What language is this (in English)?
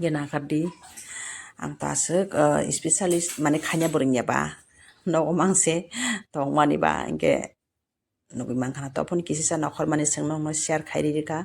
Kok Borok